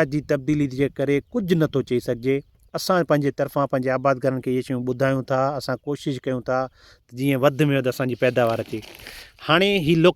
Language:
Sindhi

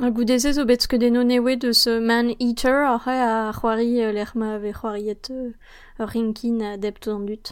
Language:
Breton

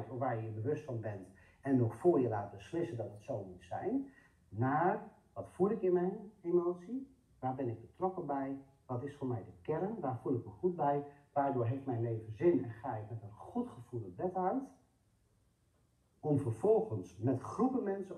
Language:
Dutch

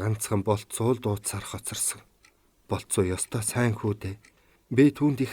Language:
Mongolian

